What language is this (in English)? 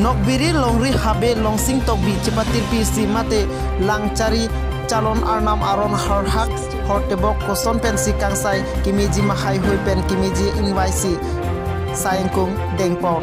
Karbi